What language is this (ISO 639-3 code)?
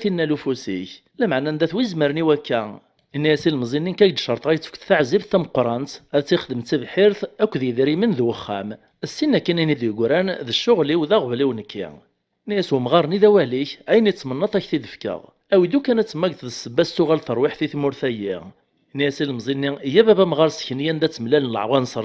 kab